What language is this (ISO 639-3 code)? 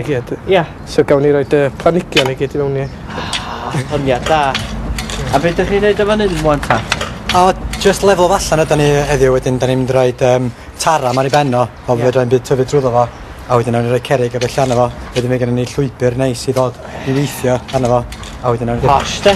cym